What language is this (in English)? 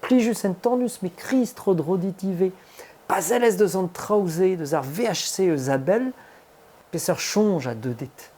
Breton